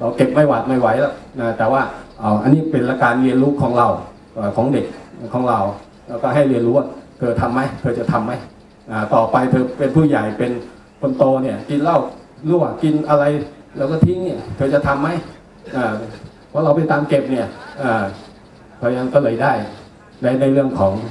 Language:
Thai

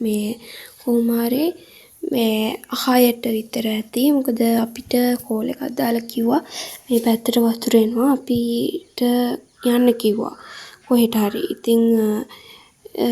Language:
Sinhala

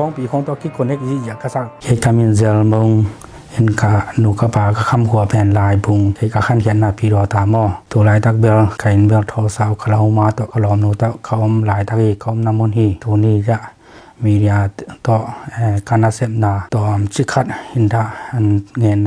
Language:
Tedim Chin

